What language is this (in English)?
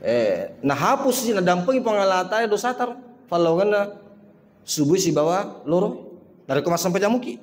Buginese